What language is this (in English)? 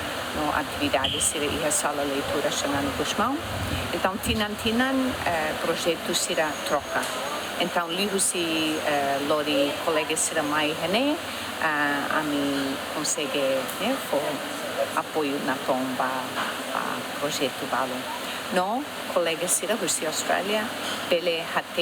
Tetum